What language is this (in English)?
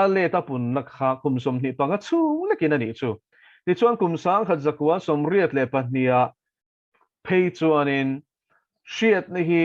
Mizo